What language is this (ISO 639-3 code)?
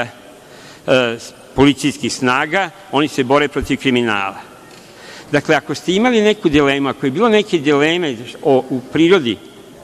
srp